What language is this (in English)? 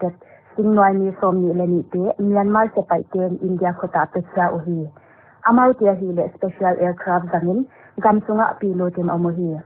Paite Chin